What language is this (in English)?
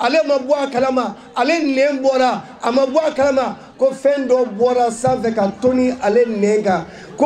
Bambara